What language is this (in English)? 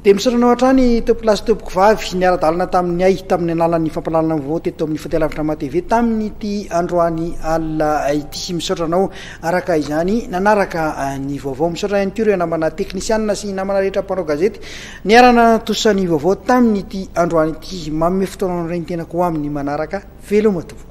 Malagasy